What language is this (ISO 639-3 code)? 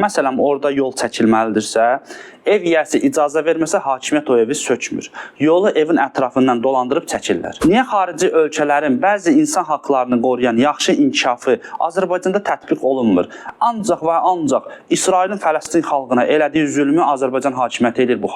aze